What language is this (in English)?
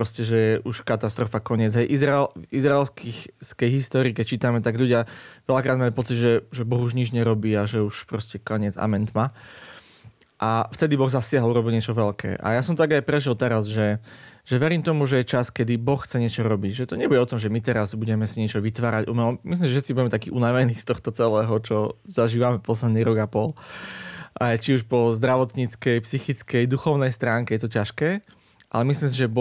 Slovak